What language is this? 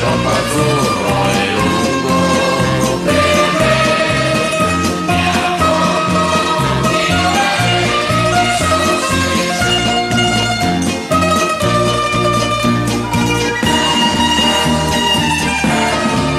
Italian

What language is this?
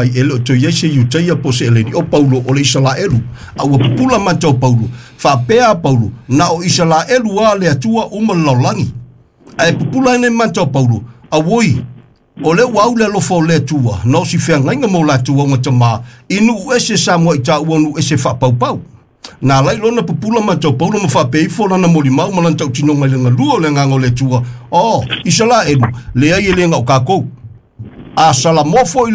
Samoan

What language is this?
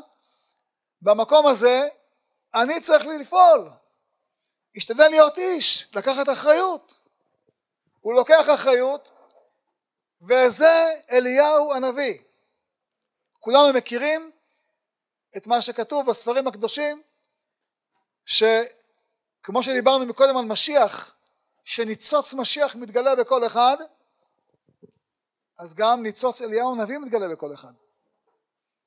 Hebrew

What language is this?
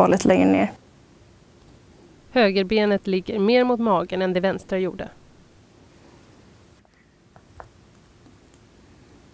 Swedish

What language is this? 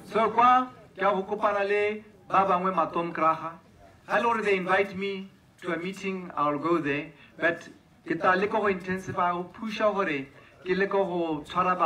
Tswana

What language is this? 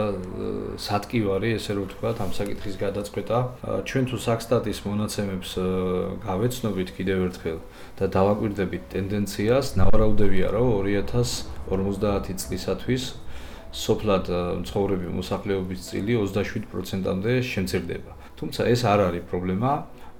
Georgian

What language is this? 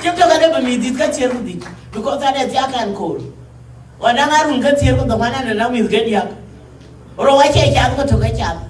Dinka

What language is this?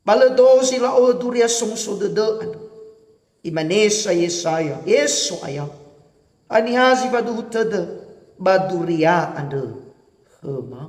Nias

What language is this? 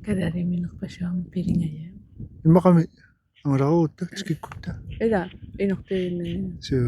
Kalaallisut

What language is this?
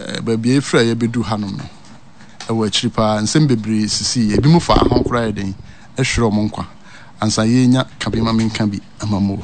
Akan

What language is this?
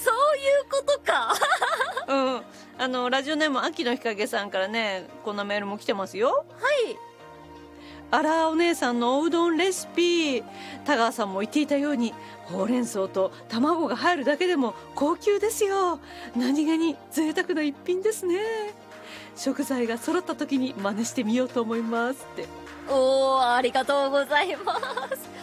Japanese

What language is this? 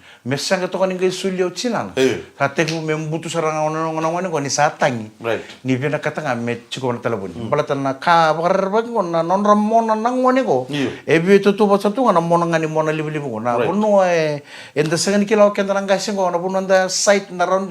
Fijian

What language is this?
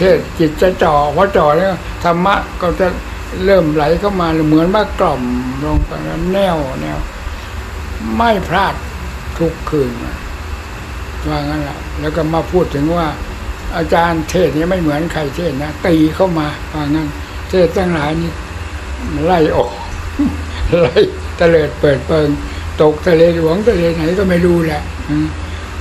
Thai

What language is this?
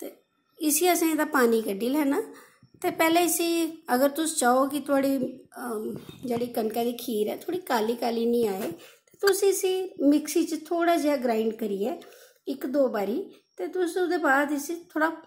Dogri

